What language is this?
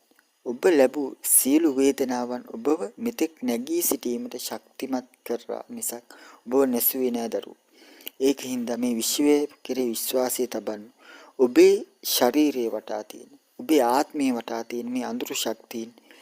Sinhala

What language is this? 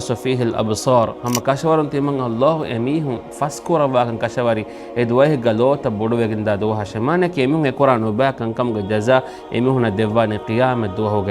Divehi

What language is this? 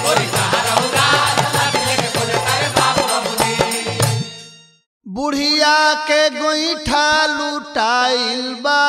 Bhojpuri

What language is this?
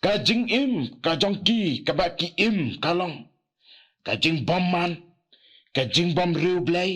Khasi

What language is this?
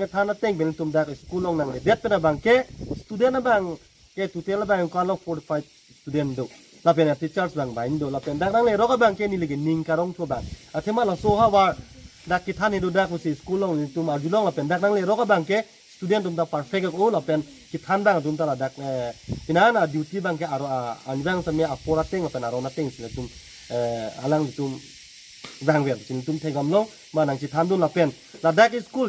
Karbi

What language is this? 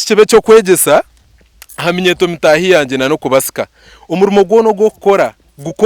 Nyankole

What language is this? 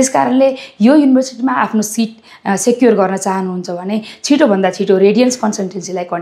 Nepali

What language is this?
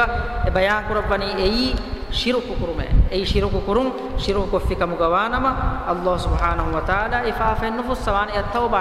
Divehi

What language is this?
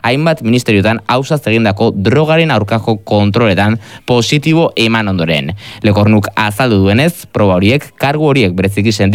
Basque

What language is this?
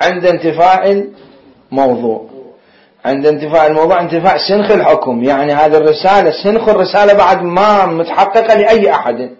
Mesopotamian Arabic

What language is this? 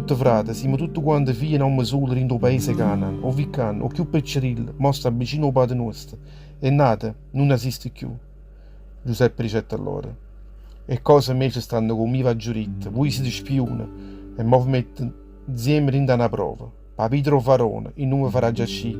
Neapolitan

